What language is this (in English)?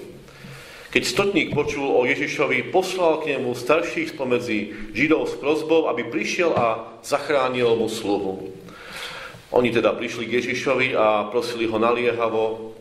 Slovak